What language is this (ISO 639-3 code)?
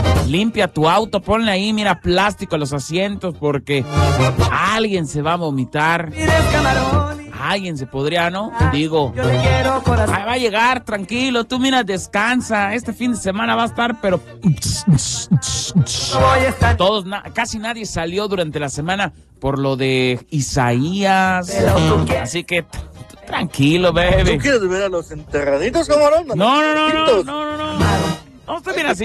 spa